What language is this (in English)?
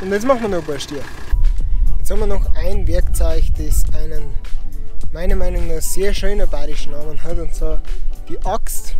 Bavarian